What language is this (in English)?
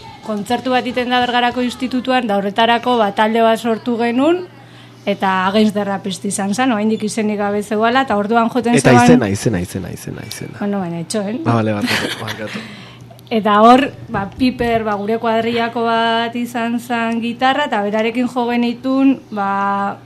Basque